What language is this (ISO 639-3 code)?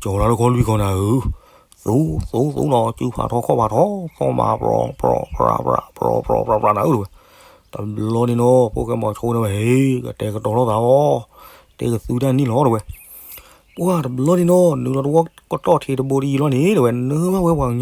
ksw